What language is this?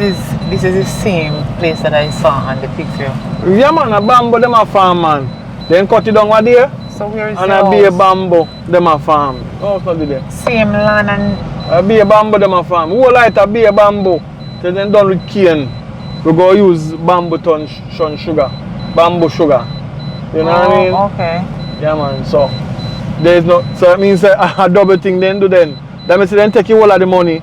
Jamaican Creole English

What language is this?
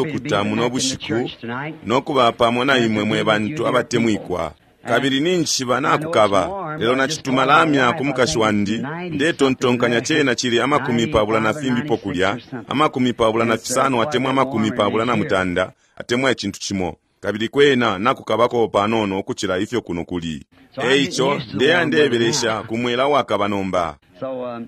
Bemba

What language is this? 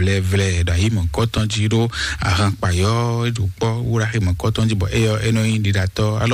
Fon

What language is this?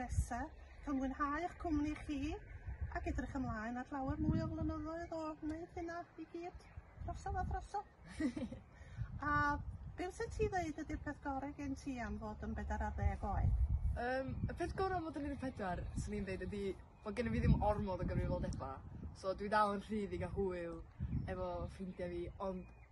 Welsh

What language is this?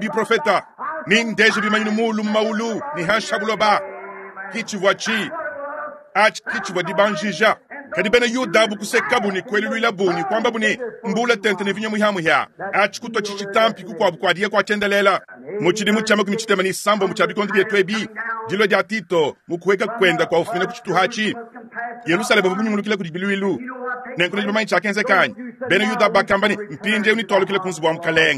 Luba-Lulua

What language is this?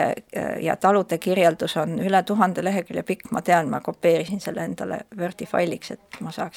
Estonian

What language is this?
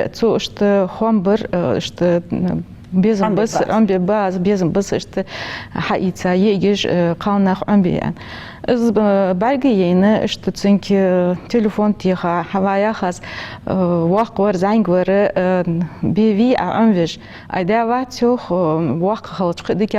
Ingush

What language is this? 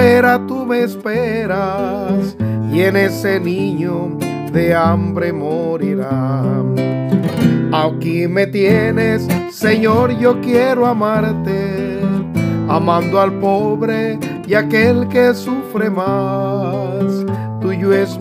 Spanish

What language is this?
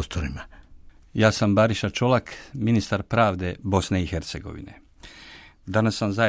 Croatian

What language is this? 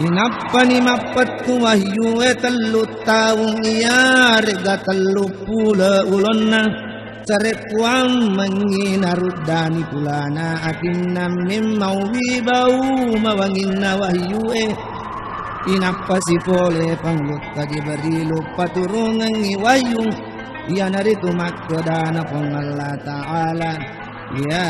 Buginese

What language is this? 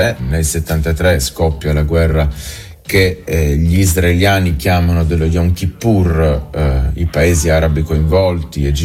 Italian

